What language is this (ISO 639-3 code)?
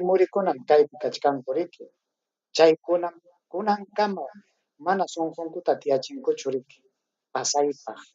quy